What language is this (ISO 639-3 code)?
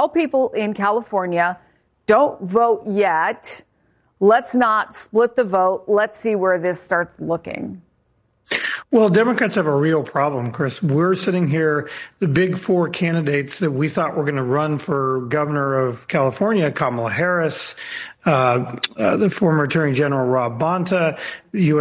eng